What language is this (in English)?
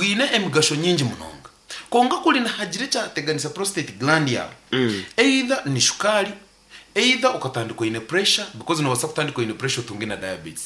Nyankole